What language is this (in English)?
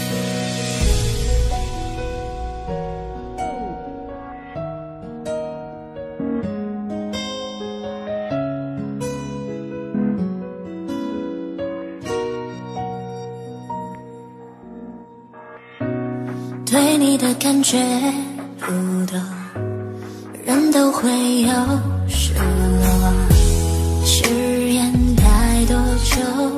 Chinese